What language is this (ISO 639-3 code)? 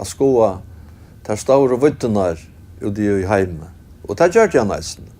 fao